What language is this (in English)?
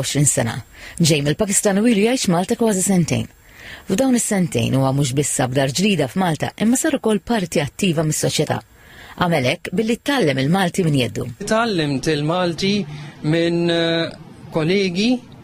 Maltese